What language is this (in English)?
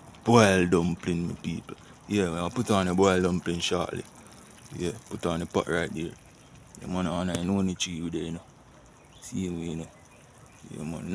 Jamaican Creole English